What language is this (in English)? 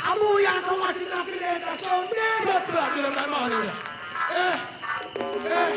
Jamaican Creole English